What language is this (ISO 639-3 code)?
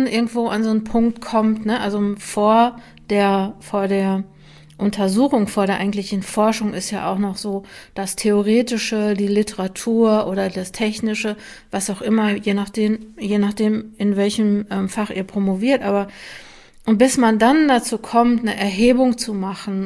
deu